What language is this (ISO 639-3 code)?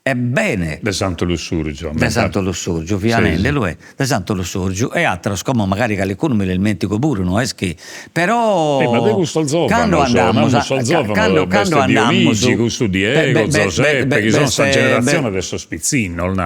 srd